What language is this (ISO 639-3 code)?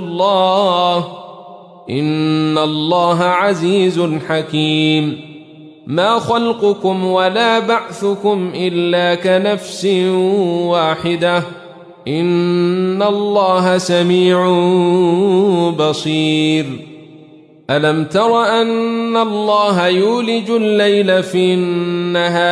ara